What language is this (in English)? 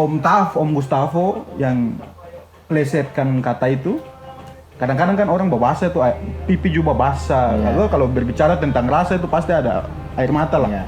Ambonese Malay